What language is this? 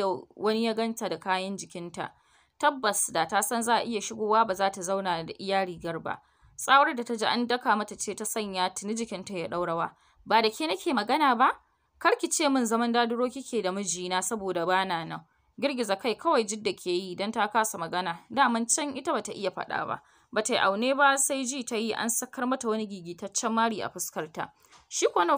Hausa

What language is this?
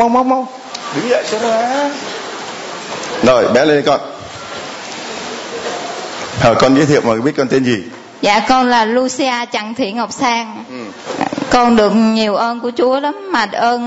Vietnamese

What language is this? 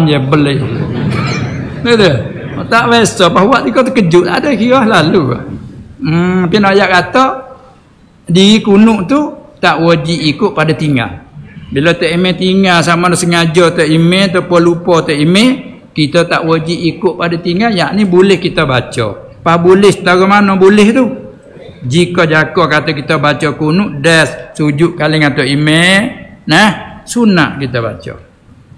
Malay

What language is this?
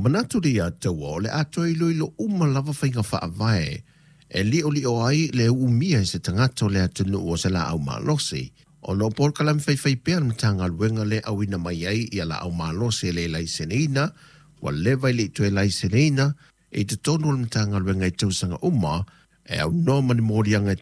Samoan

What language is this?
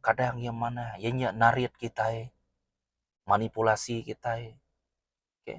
Iban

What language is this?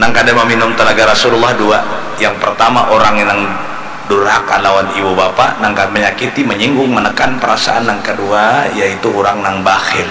Banjar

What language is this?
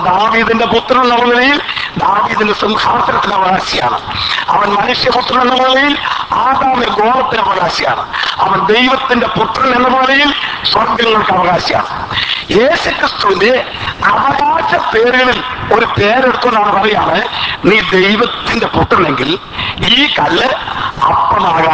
Malayalam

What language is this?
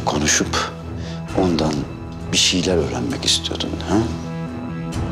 Turkish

